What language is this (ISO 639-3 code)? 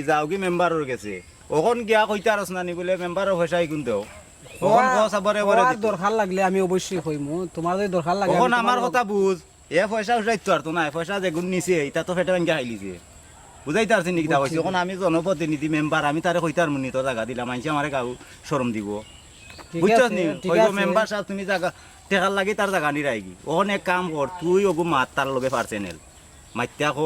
syl